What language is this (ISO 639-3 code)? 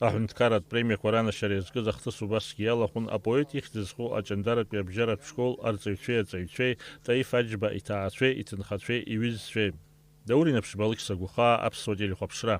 abk